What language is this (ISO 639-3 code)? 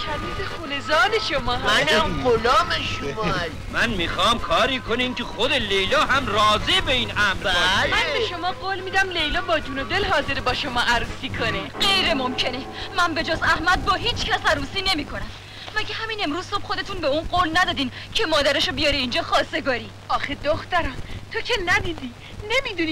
fas